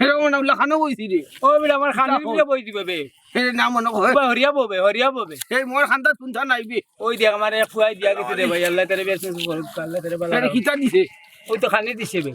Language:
Sylheti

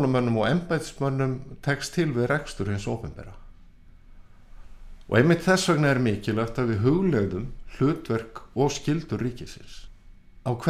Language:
Icelandic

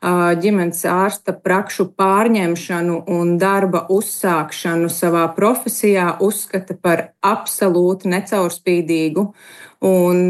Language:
Latvian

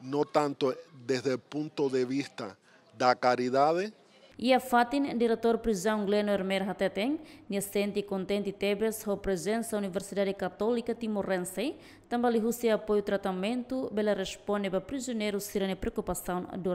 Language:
Tetum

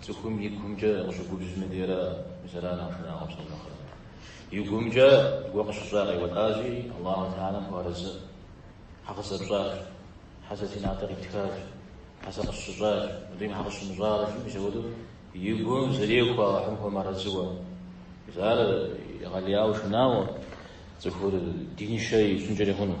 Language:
Kabardian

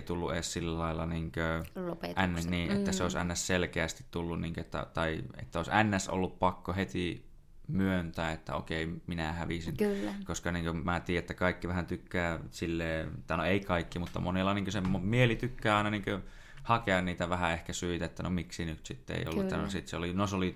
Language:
Finnish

